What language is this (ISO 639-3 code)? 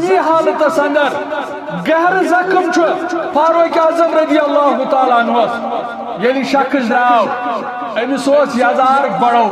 kas